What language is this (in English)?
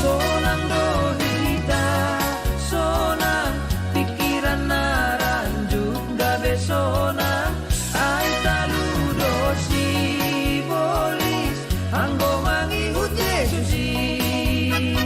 Batak Simalungun